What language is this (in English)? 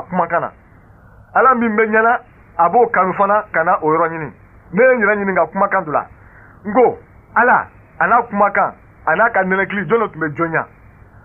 Bambara